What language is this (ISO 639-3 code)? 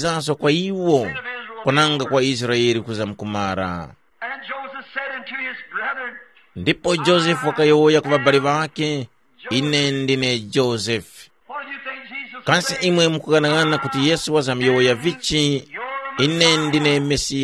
tum